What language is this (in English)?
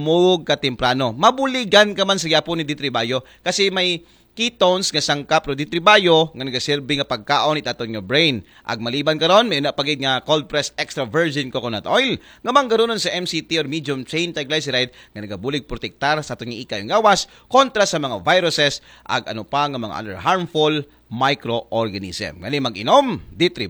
Aklanon